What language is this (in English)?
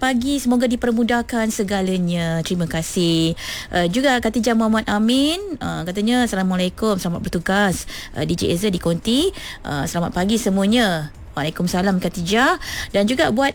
Malay